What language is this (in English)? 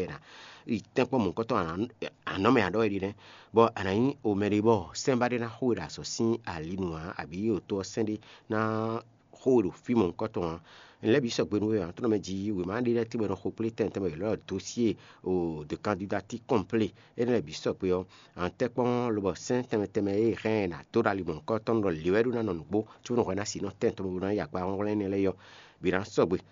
Fon